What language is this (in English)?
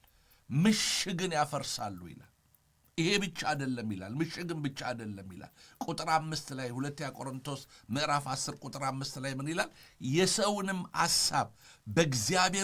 Amharic